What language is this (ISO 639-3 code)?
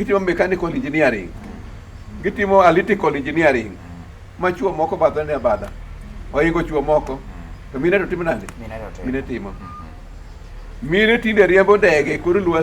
luo